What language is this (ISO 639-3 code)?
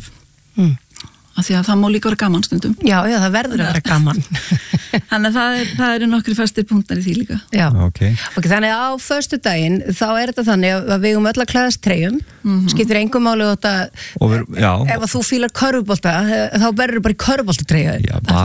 isl